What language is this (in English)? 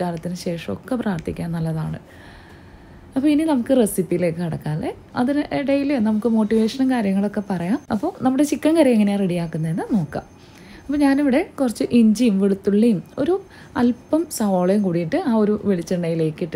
Malayalam